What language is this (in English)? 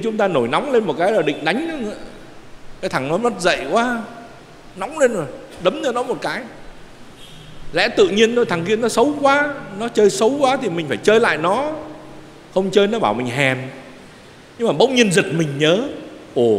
Vietnamese